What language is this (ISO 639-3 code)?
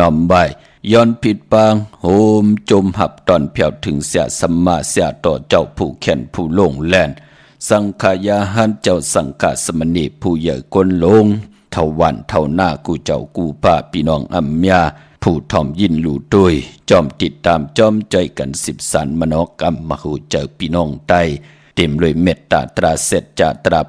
shn